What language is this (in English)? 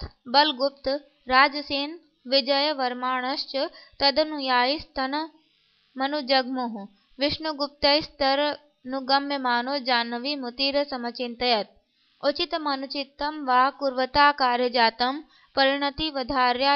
Sanskrit